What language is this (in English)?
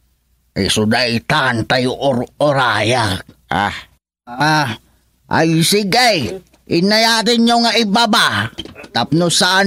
Iloko